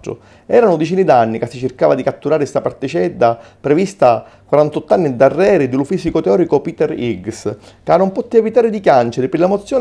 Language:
Sicilian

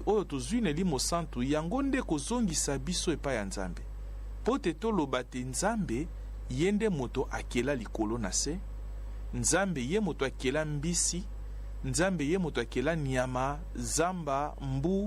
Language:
Lingala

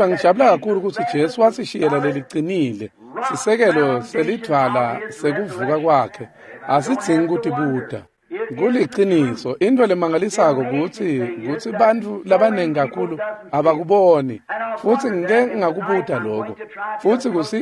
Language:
Swati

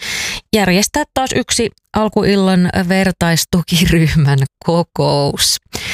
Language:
Finnish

